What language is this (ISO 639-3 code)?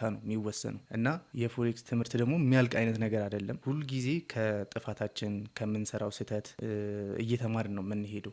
amh